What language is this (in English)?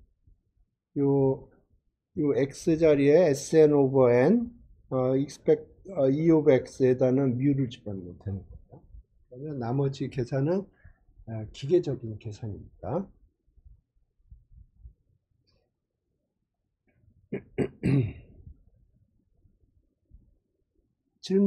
Korean